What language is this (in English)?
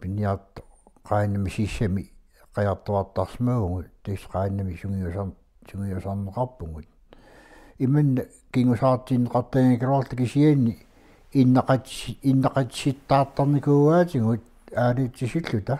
Kalaallisut